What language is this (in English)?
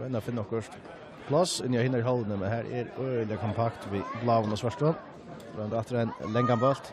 Faroese